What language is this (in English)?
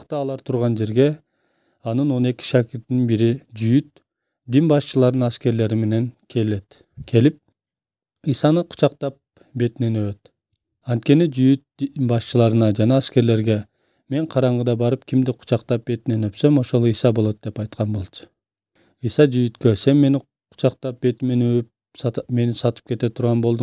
Kyrgyz